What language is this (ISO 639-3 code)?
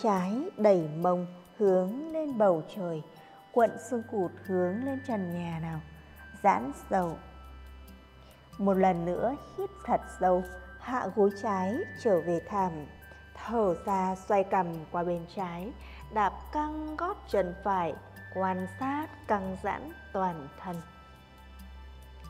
vie